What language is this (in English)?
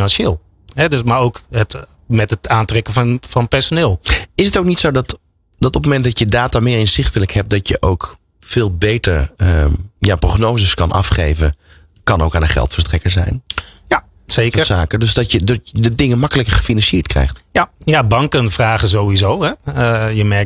Dutch